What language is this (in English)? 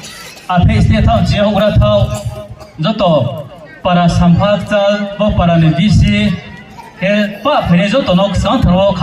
Riang (India)